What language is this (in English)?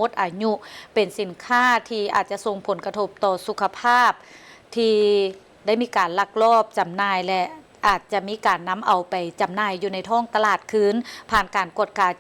Lao